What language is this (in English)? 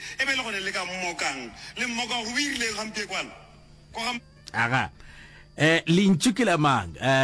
Northern Sotho